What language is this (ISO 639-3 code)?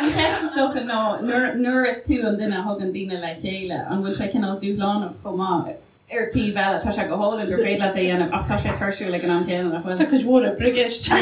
gle